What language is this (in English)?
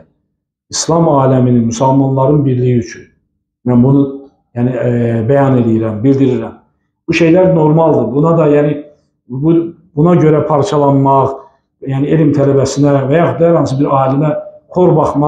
Azerbaijani